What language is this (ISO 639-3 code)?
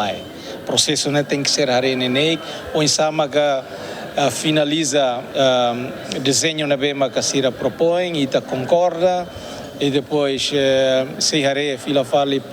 tet